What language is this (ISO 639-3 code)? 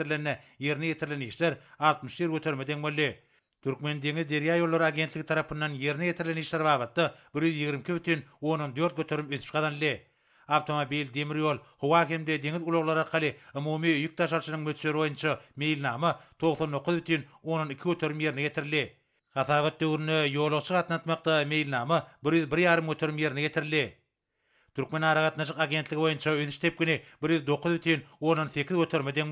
tuk